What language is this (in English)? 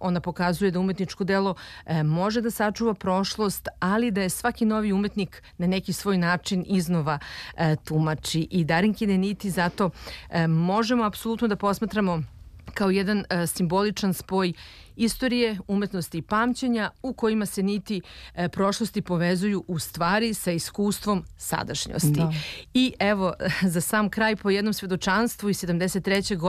Serbian